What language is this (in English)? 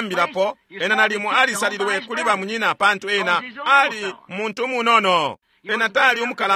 Bemba